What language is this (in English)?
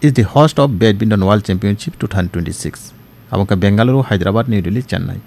Kok Borok